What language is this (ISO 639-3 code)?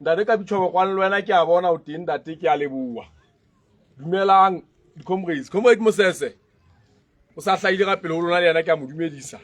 sot